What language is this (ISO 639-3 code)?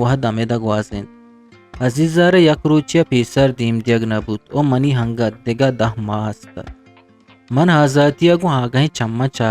bgp